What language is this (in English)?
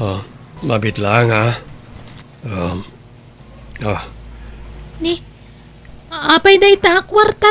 Iloko